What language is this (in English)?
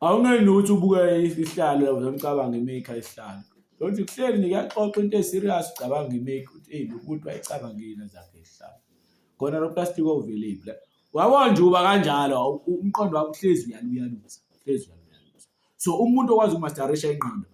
Zulu